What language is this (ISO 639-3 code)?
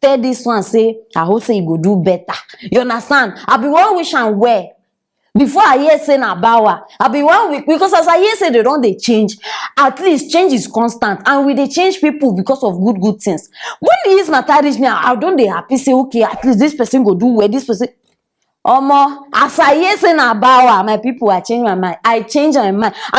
pcm